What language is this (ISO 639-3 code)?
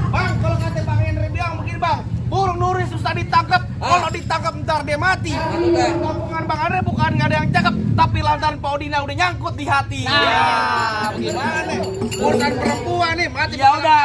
bew